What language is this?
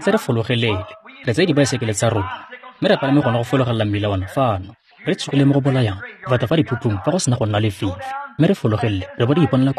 Tswana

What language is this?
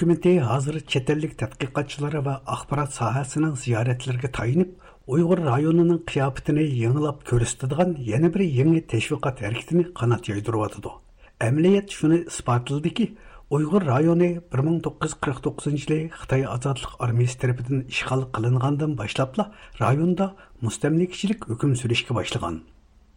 Uyghur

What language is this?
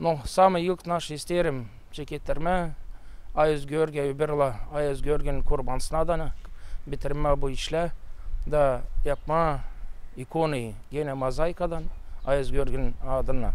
Gagauz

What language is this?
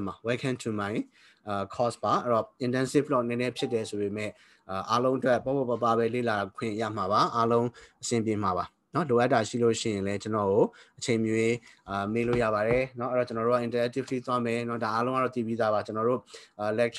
Burmese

